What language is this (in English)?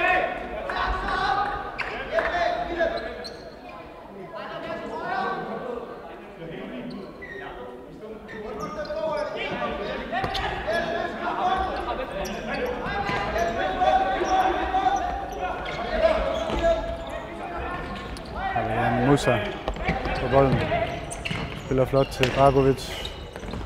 Danish